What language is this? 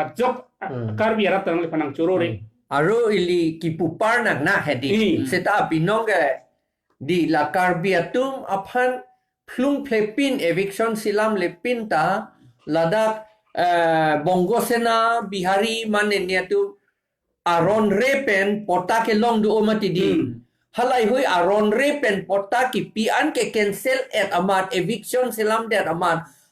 Karbi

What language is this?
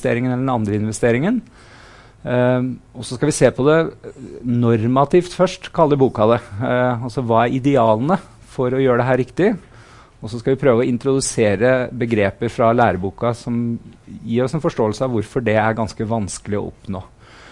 Norwegian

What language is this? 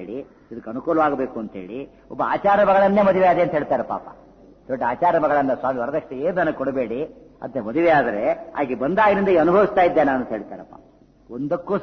Kannada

